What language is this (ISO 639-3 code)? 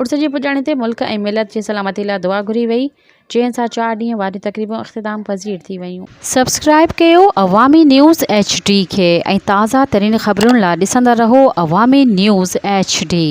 snd